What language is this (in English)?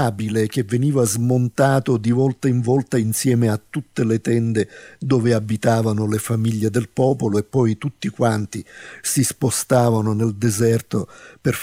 Italian